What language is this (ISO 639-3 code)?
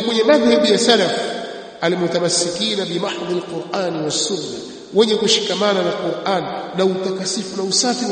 swa